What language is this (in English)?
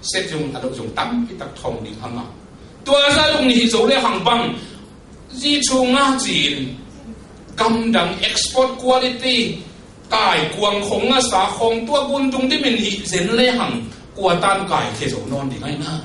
Tedim Chin